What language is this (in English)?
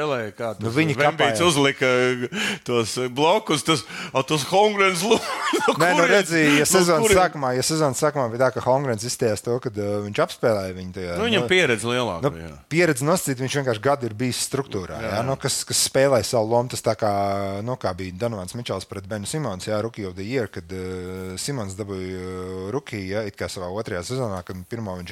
Latvian